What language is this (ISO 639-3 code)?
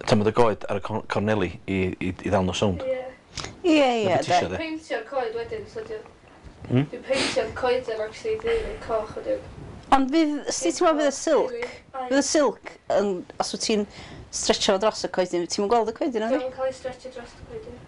cym